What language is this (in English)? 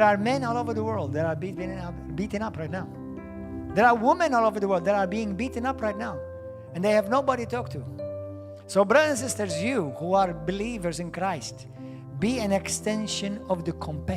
English